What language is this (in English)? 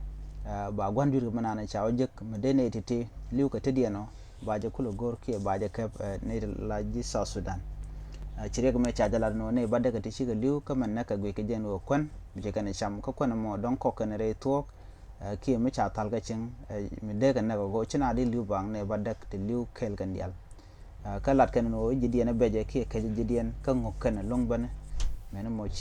Nuer